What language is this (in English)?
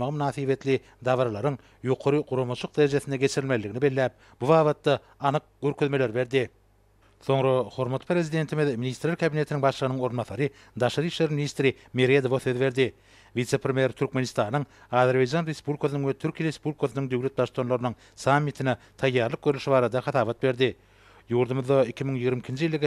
Turkmen